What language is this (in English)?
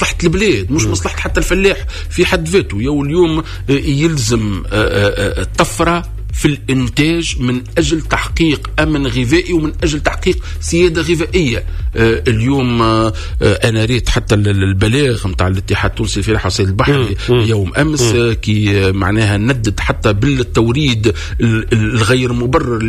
Tunisian Arabic